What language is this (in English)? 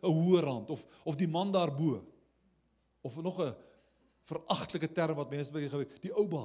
Afrikaans